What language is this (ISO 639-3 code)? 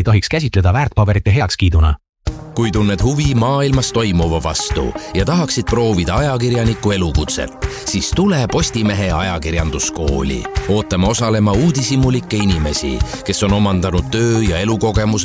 est